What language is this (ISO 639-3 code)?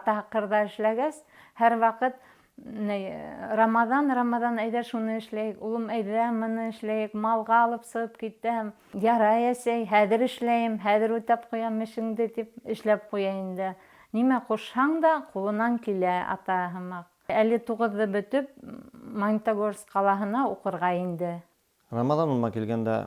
bak